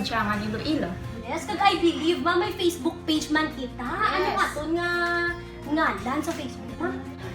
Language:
Hiligaynon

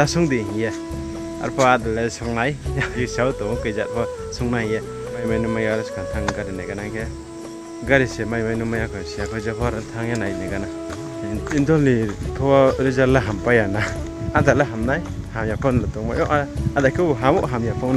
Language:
Riang (India)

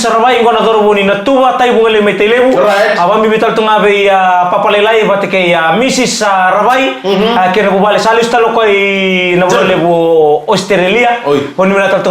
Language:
Fijian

